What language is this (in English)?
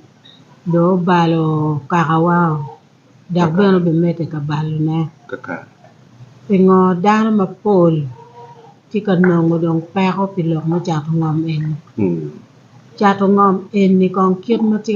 Acoli